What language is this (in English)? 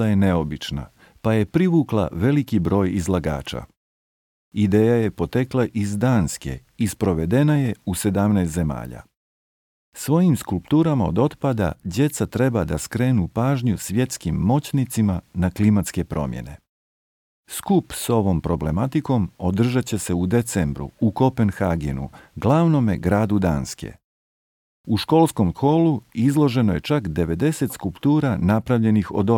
Croatian